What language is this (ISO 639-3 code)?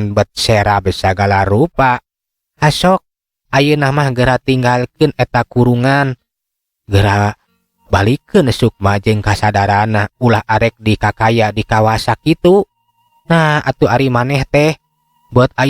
sun